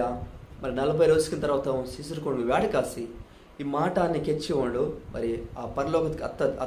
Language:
Koya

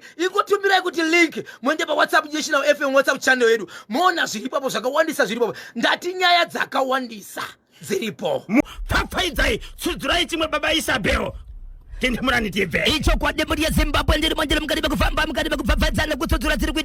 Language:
Shona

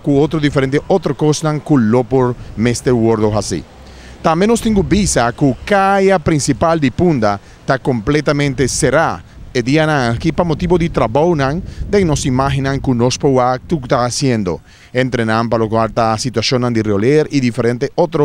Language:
Papiamento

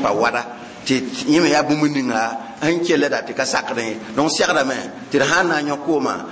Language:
Mossi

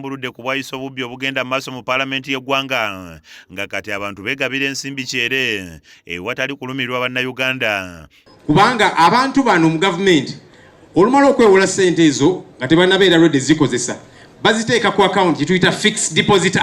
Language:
Ganda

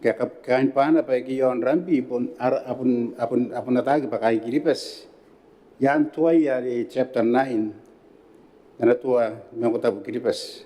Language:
Gilbertese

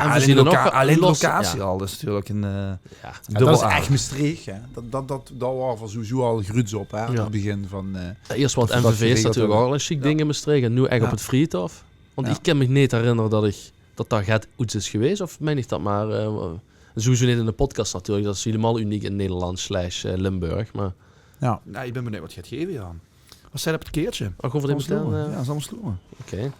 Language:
Limburgish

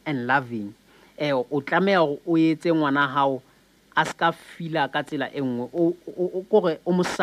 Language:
Southern Sotho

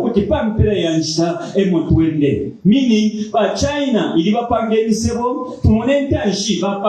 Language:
Bemba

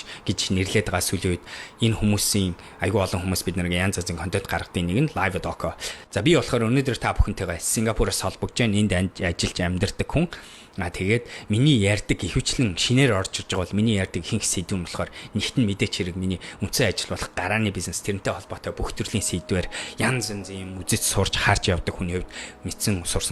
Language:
Mongolian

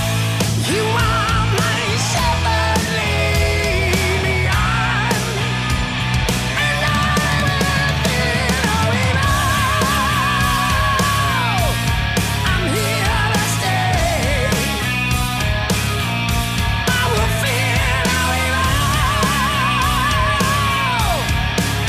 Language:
Estonian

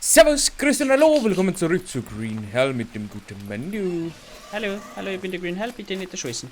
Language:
Bavarian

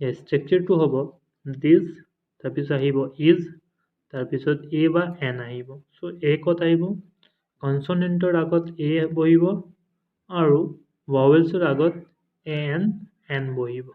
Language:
Assamese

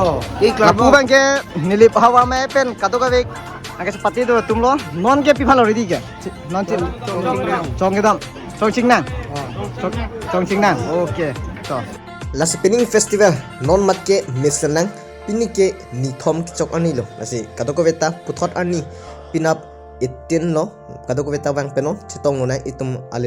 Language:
Karbi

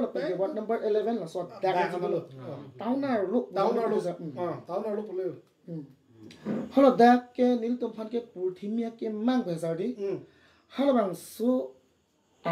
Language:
Karbi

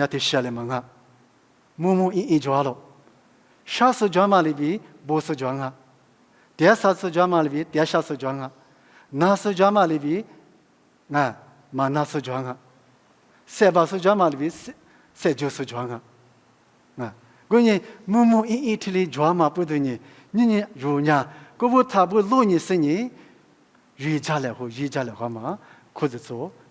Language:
Lisu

